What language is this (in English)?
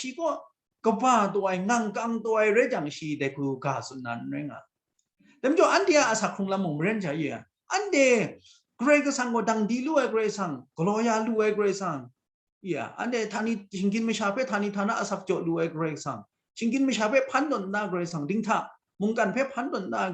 Kachin